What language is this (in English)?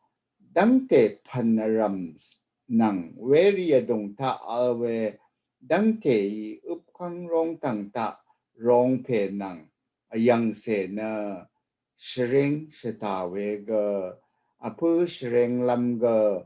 Rawang